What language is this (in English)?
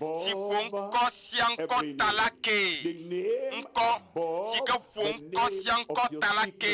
Ewe